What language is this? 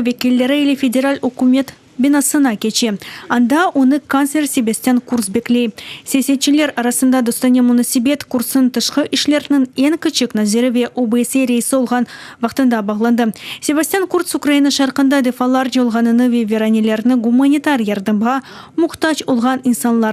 Crimean Tatar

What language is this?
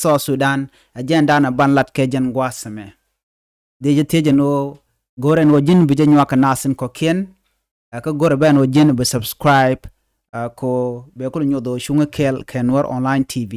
Nuer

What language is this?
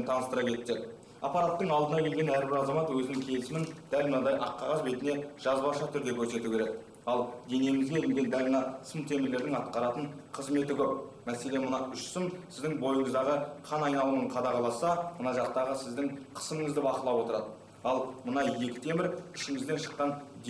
Kazakh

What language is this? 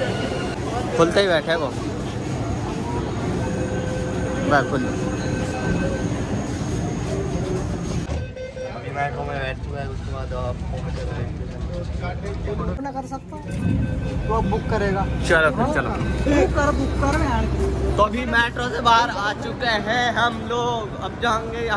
Hindi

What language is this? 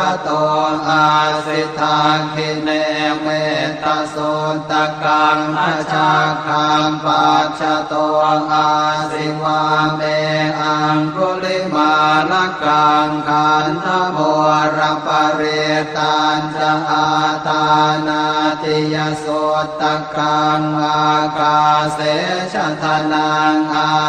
Pali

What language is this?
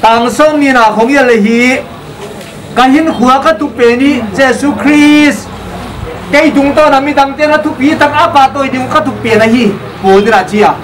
Paite Chin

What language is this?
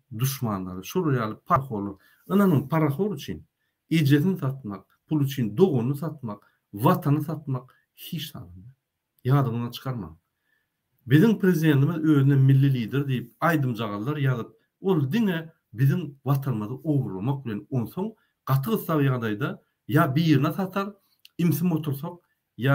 Turkmen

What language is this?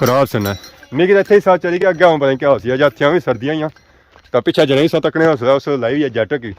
Pahari-Potwari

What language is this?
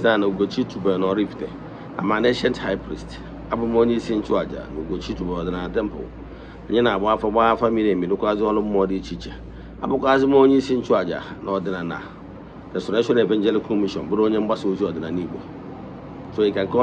Igbo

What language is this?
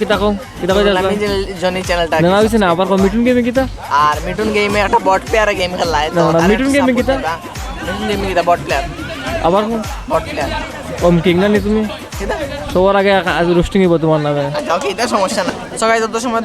Sylheti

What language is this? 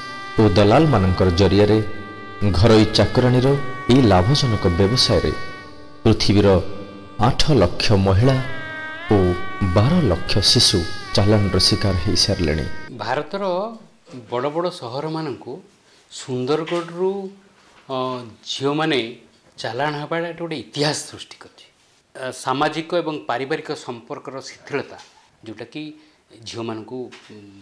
Odia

